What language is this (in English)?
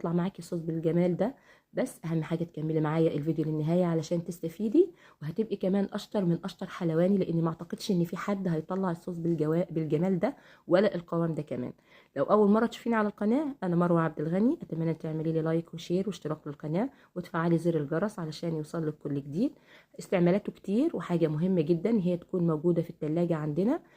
Egyptian Arabic